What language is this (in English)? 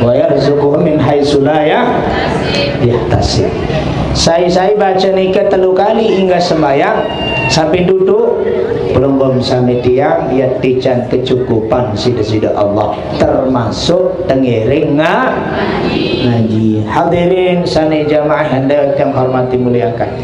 Sasak